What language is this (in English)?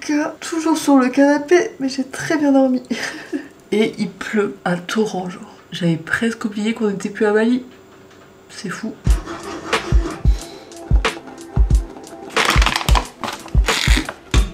French